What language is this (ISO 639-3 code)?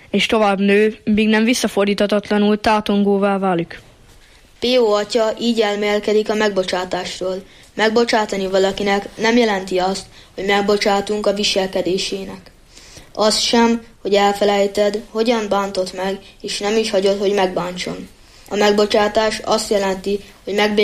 hun